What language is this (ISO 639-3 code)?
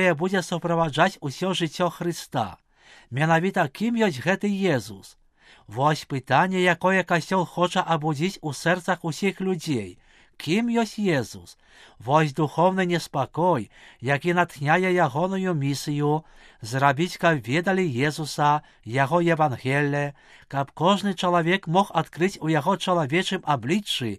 bel